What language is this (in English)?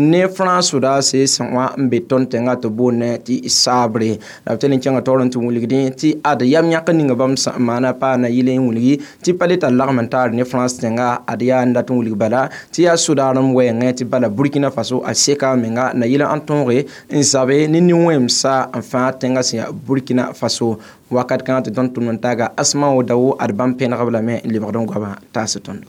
Mossi